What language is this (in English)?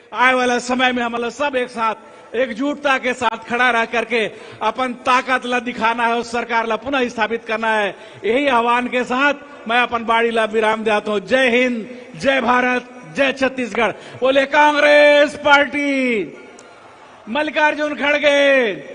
Chhattisgarhi